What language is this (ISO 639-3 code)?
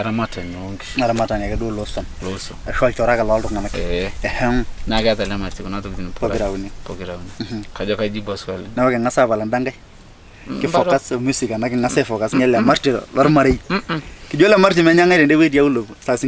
mas